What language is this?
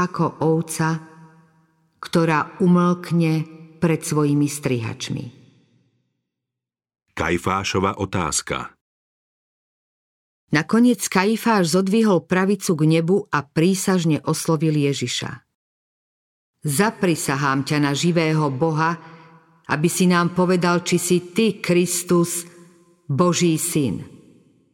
Slovak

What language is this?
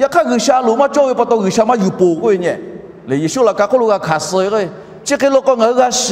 Lahu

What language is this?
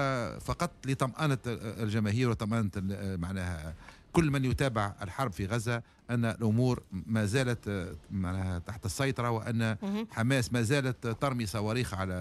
Tunisian Arabic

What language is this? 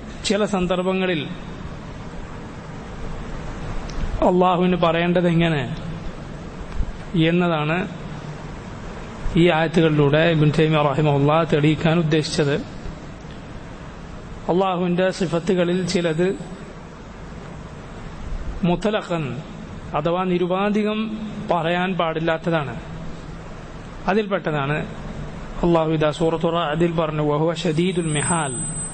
Malayalam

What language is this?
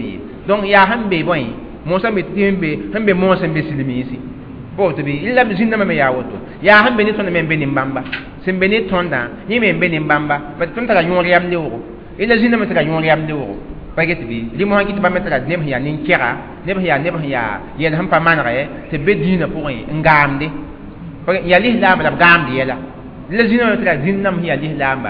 Mossi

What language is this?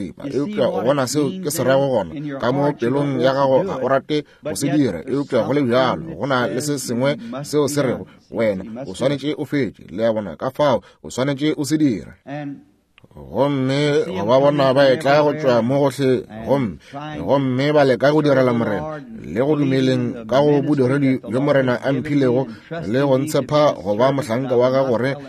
Northern Sotho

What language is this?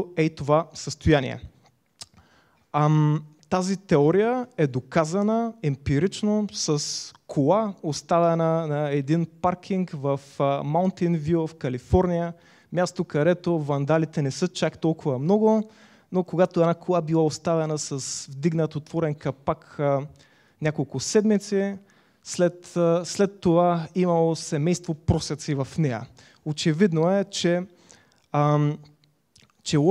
Bulgarian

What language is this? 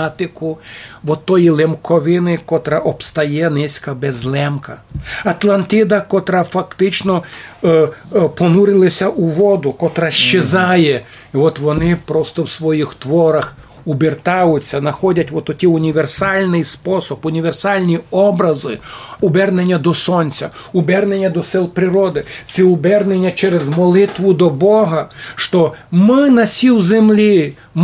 Rusyn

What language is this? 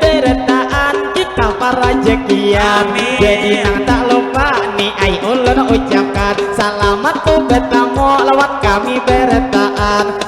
Banjar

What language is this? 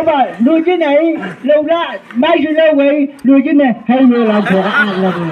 Chang Naga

